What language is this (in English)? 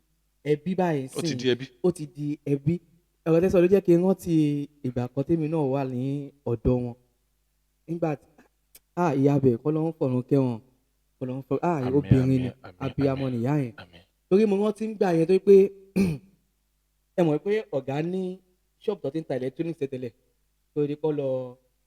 Yoruba